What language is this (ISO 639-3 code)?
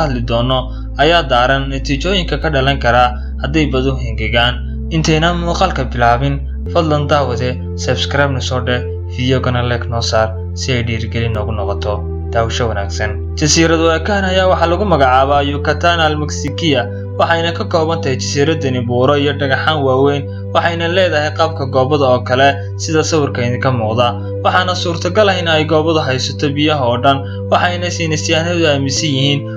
som